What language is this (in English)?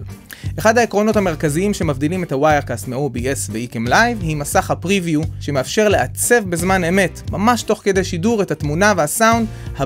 Hebrew